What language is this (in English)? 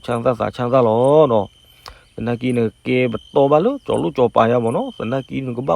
S'gaw Karen